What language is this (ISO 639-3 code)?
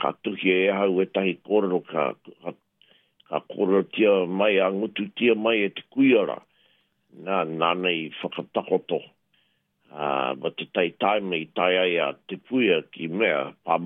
mri